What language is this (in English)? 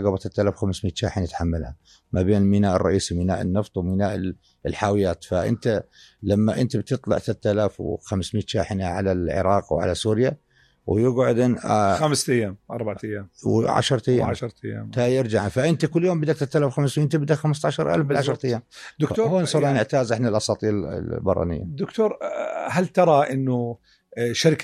North Levantine Arabic